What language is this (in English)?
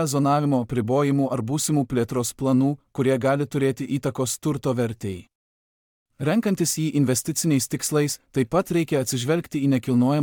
Lithuanian